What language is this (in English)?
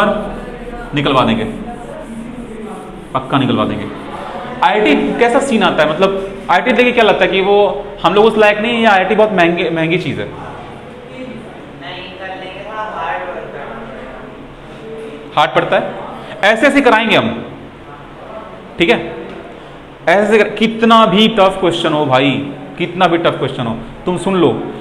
Hindi